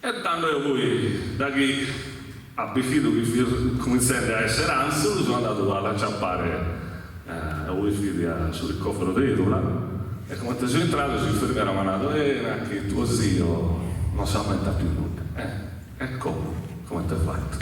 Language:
Sardinian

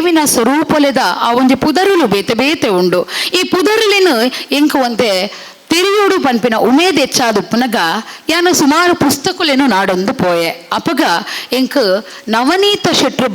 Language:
Tulu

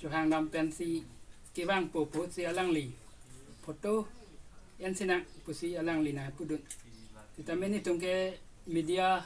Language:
Karbi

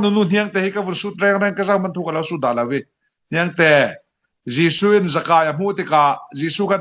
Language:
Falam Chin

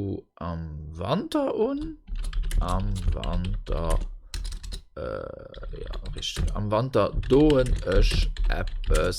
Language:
Luxembourgish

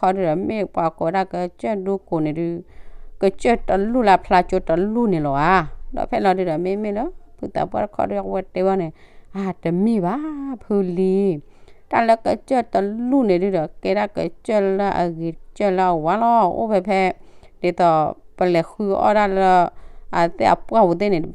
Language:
S'gaw Karen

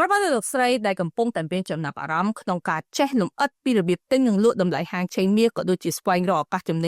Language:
Khmer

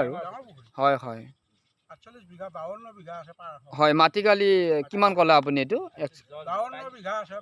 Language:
Assamese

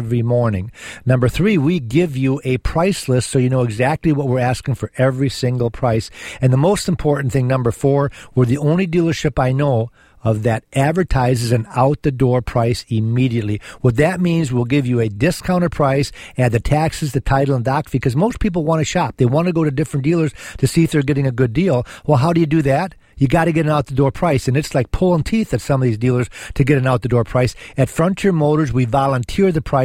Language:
English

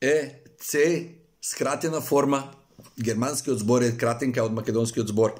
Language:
Macedonian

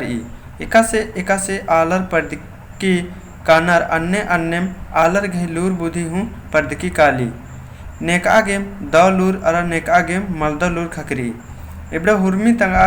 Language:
Kurukh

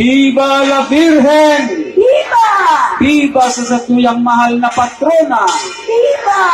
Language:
Bikol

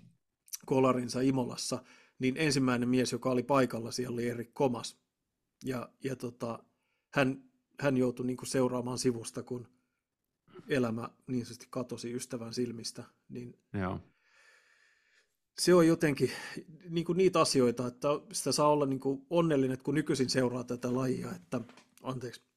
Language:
Finnish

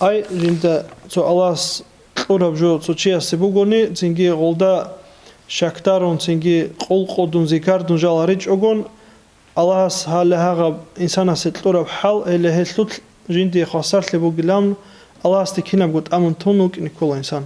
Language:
Avaric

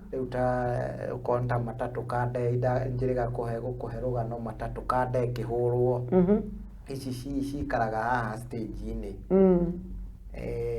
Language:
Kikuyu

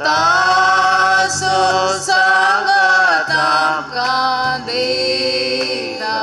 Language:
Konkani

